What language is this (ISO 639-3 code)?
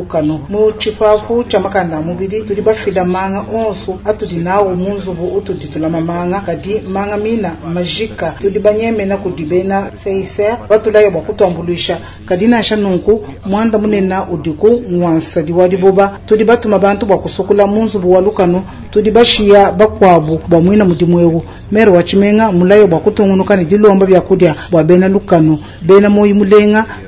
lua